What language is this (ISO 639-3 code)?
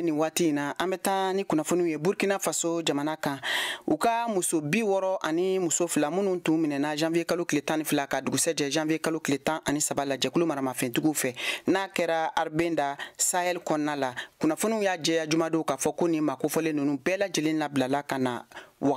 bam